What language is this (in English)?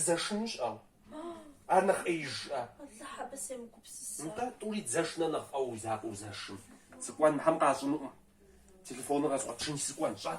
Kabardian